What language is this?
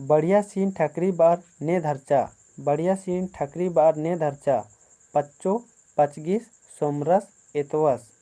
Kurukh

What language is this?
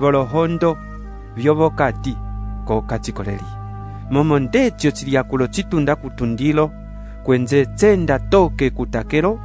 Umbundu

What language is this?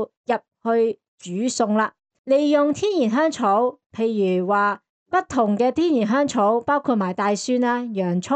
Cantonese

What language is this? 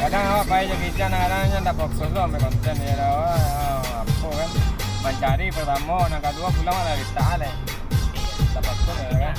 Minangkabau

